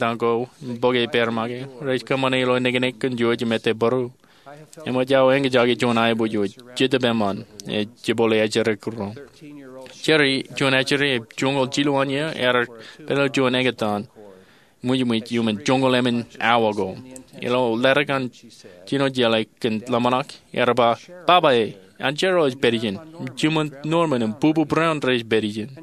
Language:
Marshallese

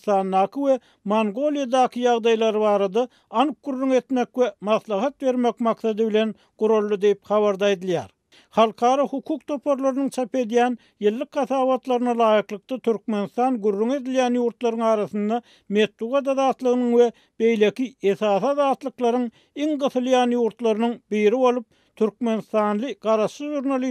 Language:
Turkmen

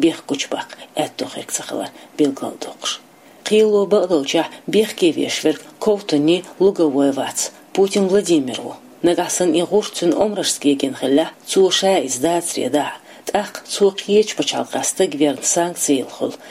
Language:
Chechen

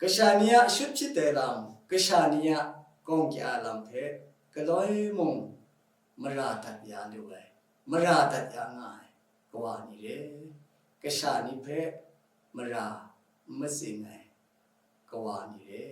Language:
Kachin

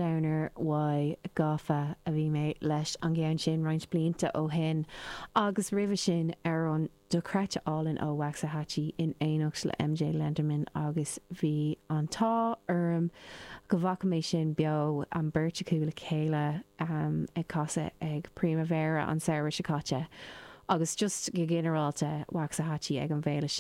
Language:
Irish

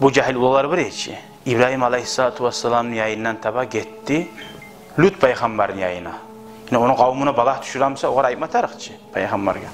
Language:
Kumyk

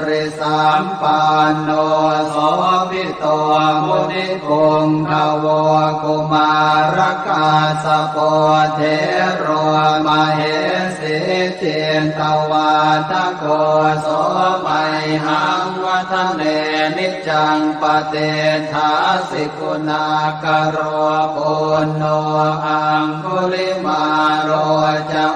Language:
Pali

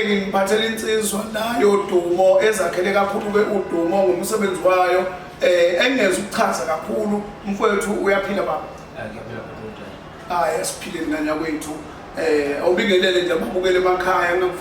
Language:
Zulu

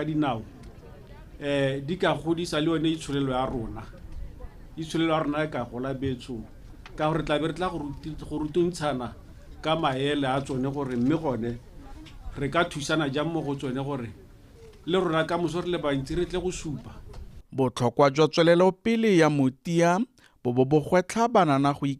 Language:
Tswana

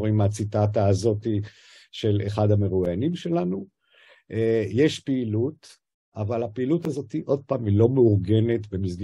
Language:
Hebrew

